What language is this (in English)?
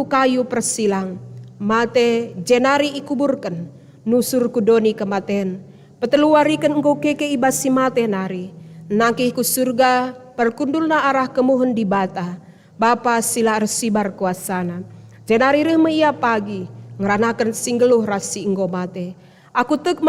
Batak Karo